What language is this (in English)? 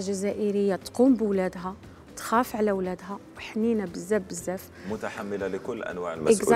Algerian Arabic